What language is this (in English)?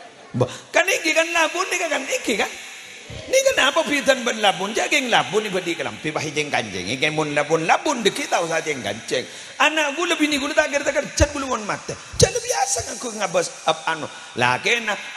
Madurese